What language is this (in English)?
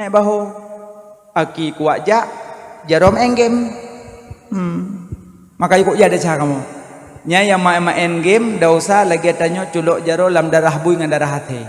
Achinese